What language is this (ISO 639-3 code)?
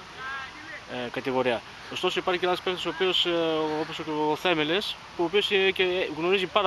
ell